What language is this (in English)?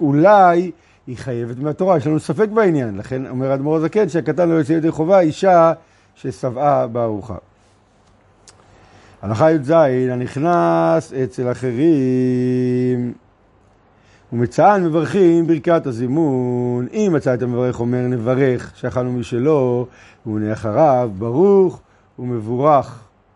Hebrew